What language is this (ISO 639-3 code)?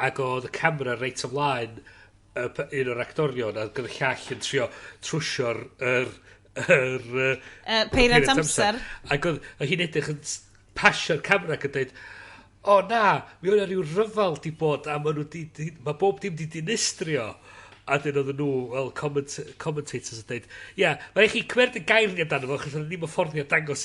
cym